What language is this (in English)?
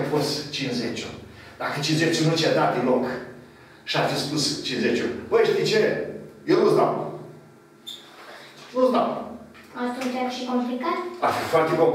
Romanian